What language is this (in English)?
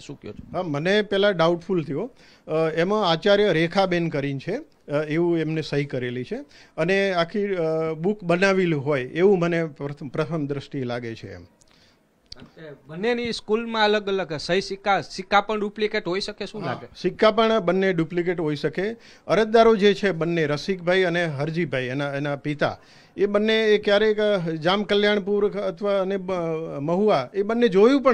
Gujarati